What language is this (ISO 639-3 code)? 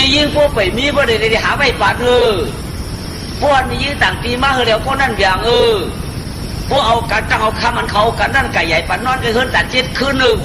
shn